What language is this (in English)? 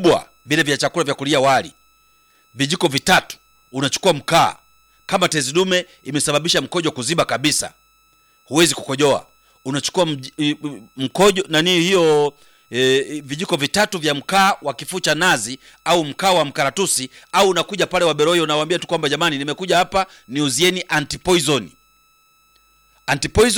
Swahili